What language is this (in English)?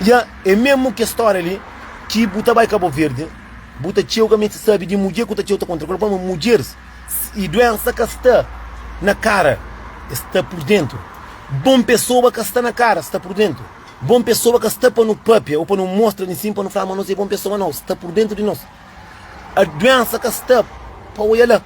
Kabuverdianu